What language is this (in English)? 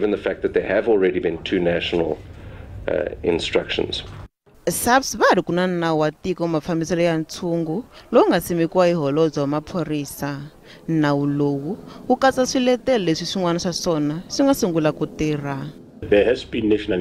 Tsonga